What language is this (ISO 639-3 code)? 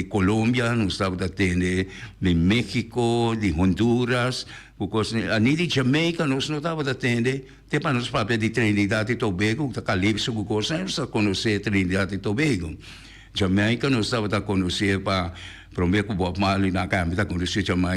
pap